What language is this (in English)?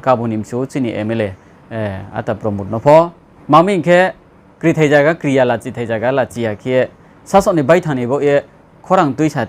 Riang (India)